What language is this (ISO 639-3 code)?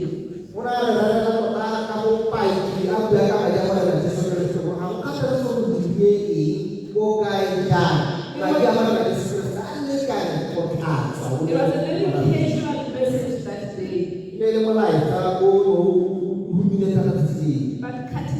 tsn